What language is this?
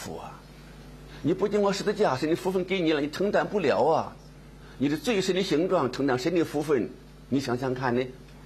Chinese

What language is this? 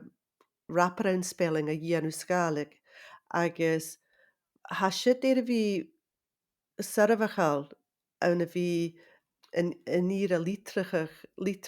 Scottish Gaelic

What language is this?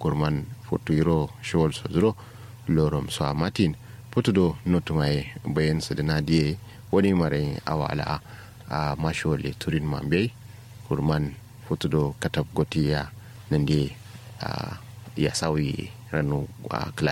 Kanuri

